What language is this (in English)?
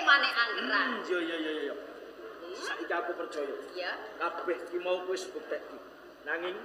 Javanese